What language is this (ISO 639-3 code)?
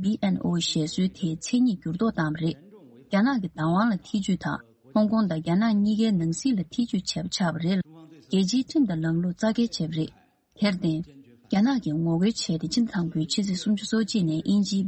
bod